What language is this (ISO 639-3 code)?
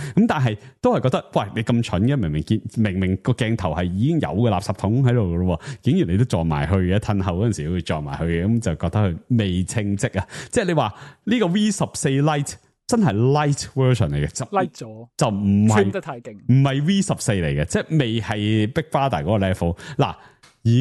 yue